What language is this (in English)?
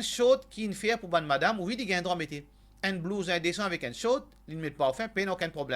Morisyen